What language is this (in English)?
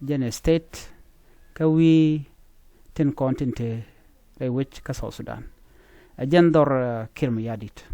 Nuer